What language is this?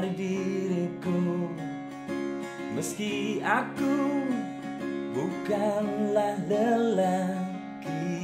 Indonesian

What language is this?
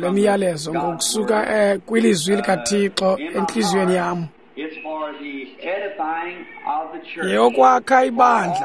Xhosa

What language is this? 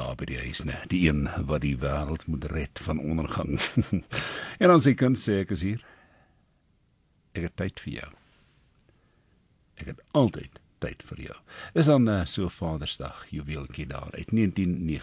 Afrikaans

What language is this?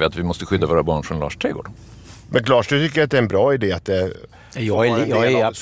Swedish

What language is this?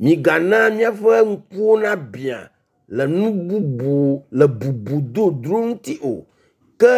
Ewe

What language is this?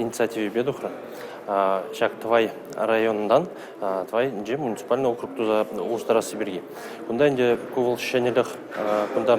Chuvash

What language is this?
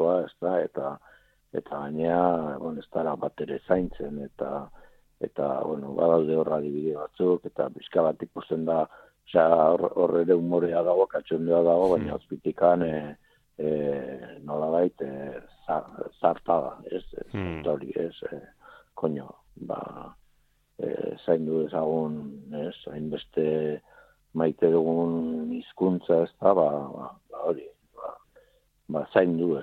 Basque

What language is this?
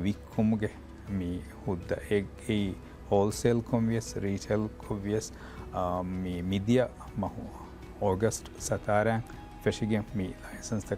Divehi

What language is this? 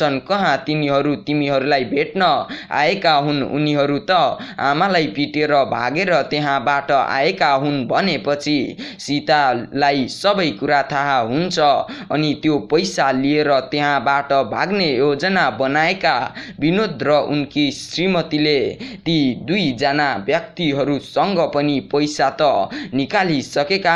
Nepali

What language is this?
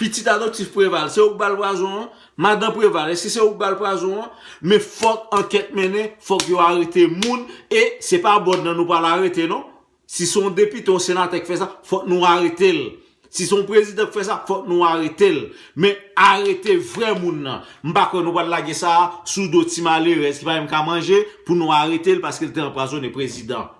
Haitian Creole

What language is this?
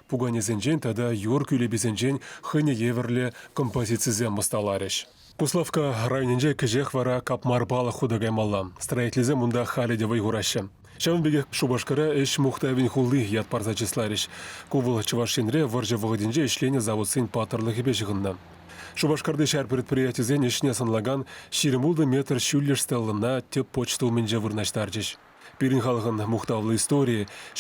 Chuvash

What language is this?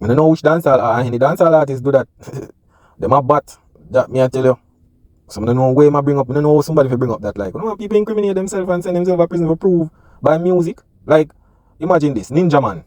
Jamaican Creole English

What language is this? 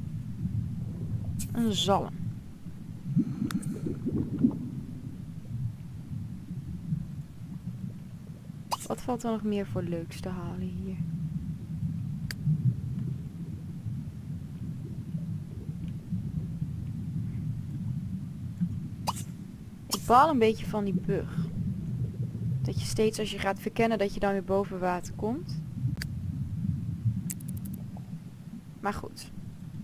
Dutch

